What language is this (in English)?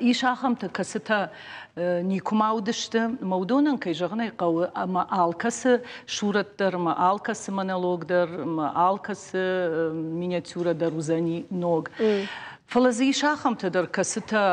Ossetic